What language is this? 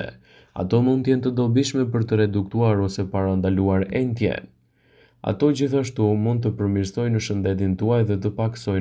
Albanian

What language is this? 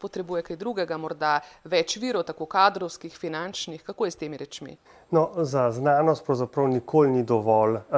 Slovenian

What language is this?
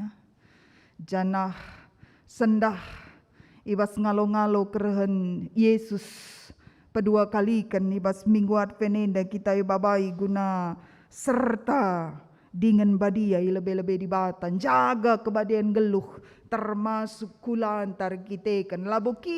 Batak Karo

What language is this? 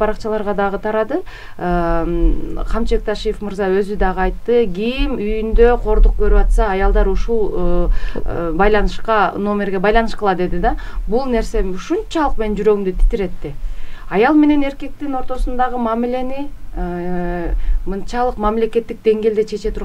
Kyrgyz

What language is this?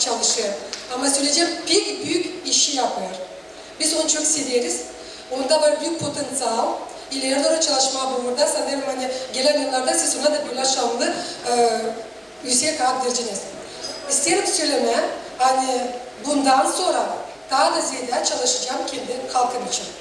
Gagauz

